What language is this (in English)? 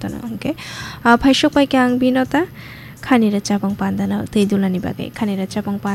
Kok Borok